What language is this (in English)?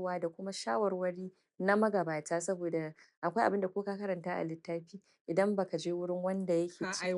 Hausa